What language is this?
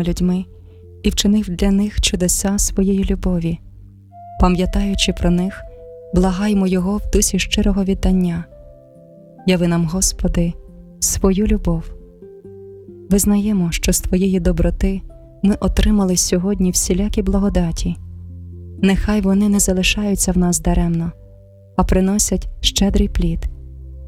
Ukrainian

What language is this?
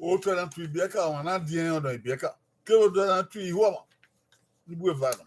Bini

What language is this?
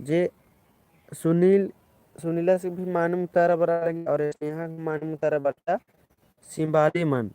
Kurukh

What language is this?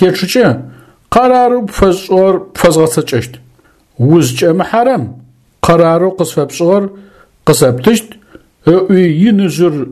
Adyghe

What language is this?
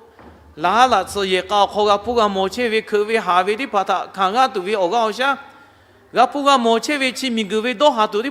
Lahu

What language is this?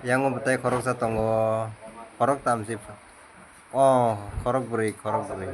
Kok Borok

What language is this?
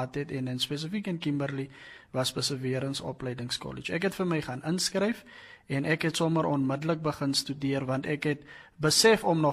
Afrikaans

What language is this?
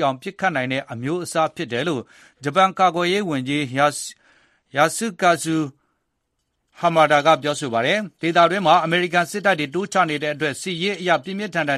Burmese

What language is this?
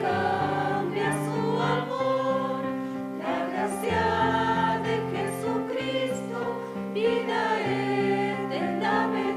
Aymara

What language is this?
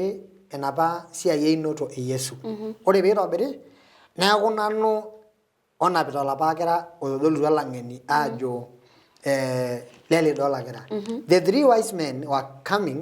Masai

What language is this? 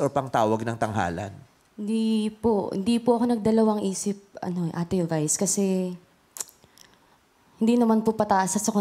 Filipino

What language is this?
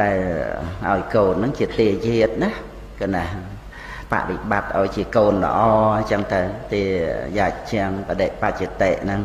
Khmer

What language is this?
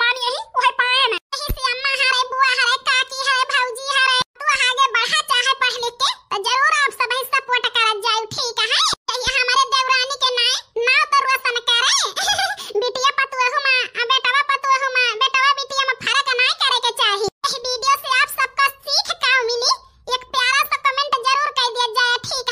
Awadhi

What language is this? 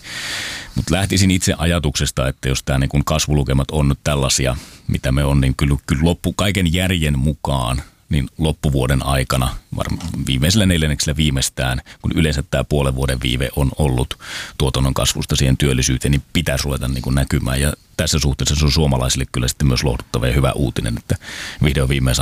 Finnish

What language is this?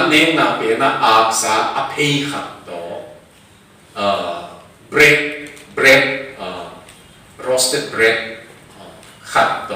Tedim Chin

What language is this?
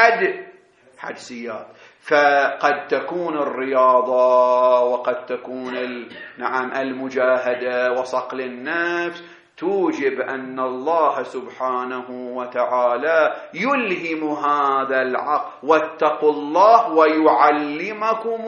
Arabic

